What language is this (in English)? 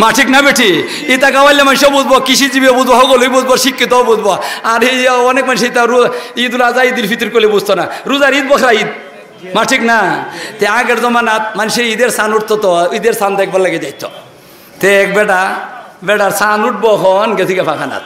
Sylheti